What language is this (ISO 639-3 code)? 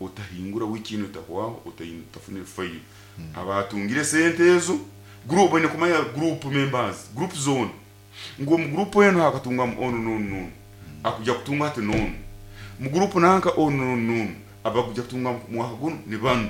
nyo